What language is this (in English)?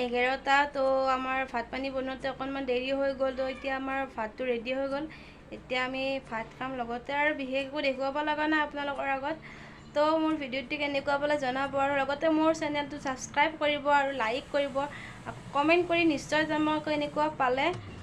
Assamese